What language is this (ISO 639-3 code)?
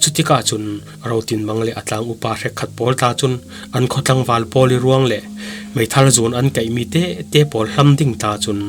cfm